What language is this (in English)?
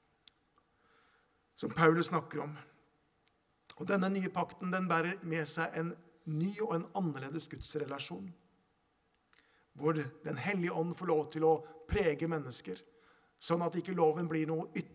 Norwegian